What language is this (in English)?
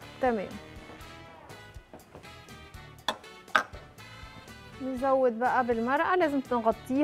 Egyptian Arabic